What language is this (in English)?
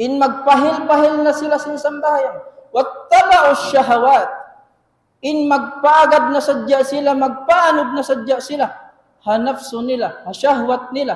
Tausug